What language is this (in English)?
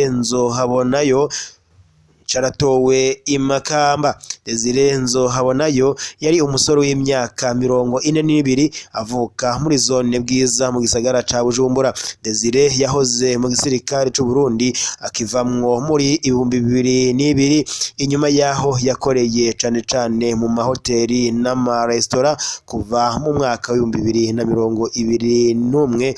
Rundi